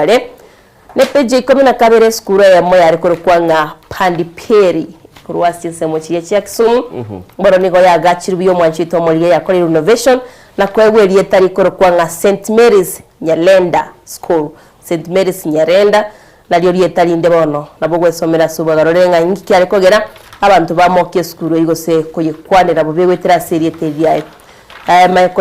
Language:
Gusii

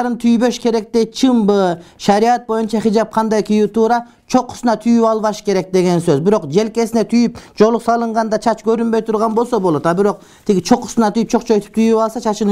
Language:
Kyrgyz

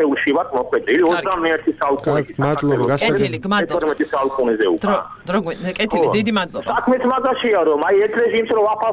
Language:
Georgian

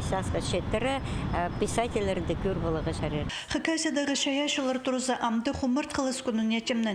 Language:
Khakas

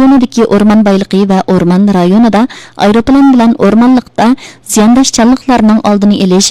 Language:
Uyghur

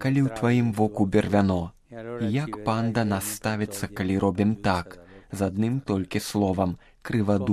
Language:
Belarusian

